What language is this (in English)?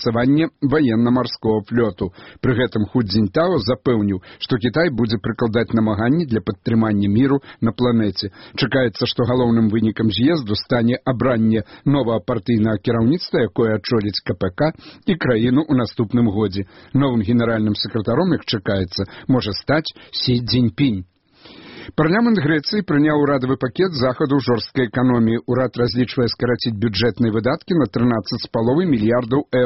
Belarusian